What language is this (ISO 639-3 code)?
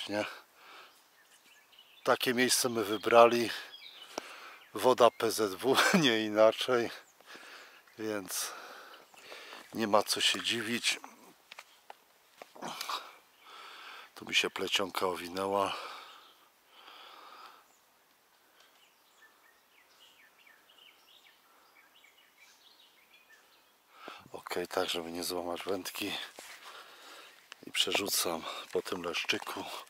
pol